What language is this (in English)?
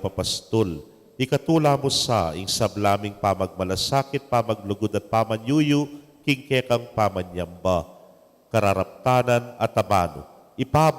Pampanga